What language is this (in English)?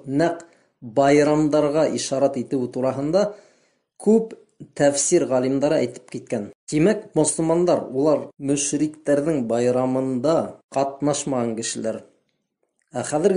Bashkir